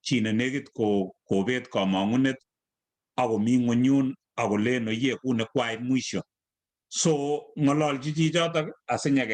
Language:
Kalenjin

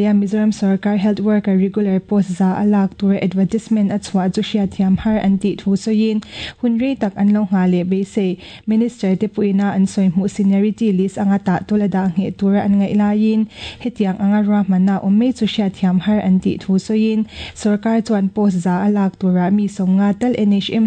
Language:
Mizo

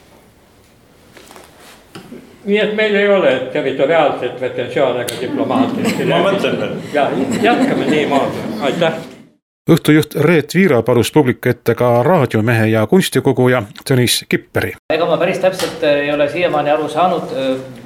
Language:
Estonian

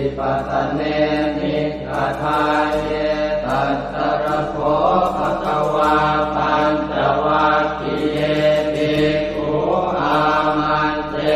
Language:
Pali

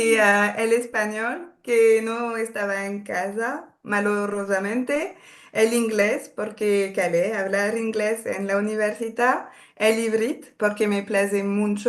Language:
Ladino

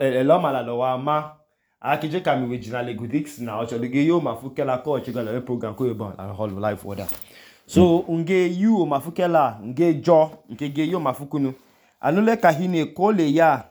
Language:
Idoma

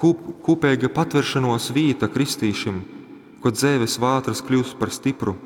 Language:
Latgalian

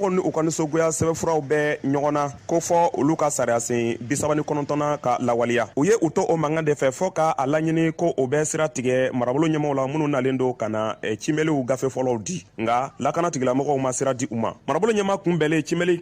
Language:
Bambara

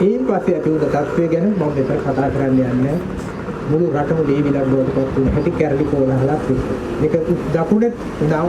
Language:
Sinhala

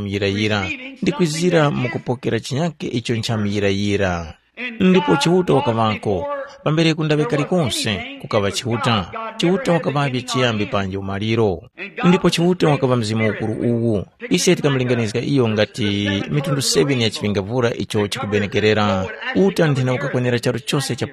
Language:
Tumbuka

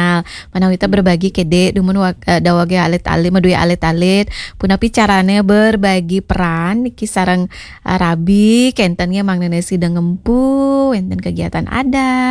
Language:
Balinese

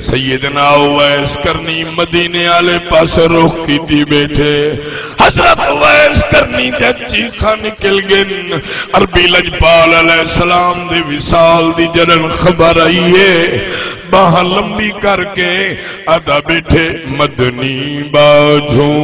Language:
Saraiki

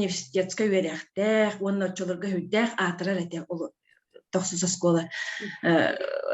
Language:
Yakut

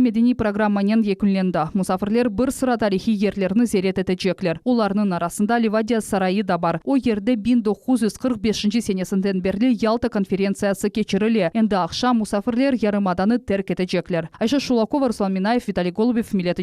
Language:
Crimean Tatar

